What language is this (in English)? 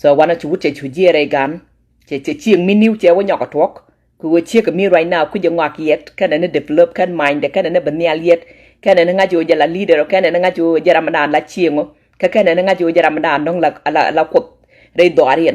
Nuer